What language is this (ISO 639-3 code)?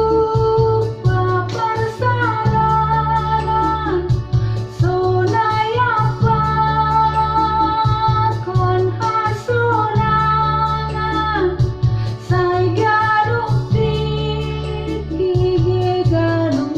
bts